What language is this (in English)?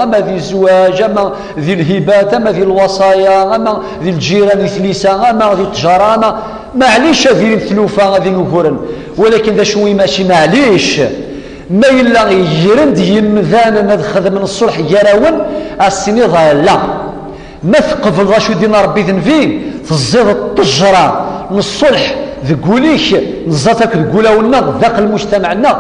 Kabyle